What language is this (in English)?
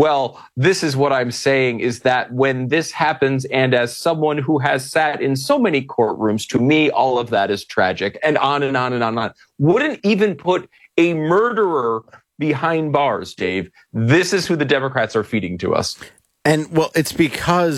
English